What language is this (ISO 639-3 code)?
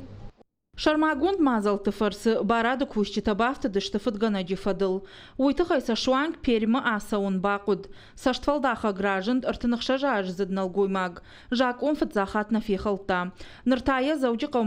oss